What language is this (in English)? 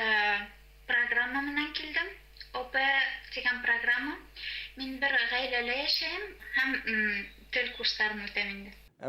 Bashkir